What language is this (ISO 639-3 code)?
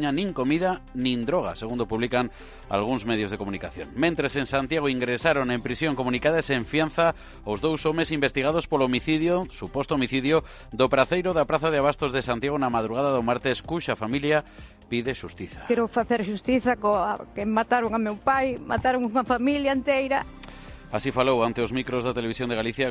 glg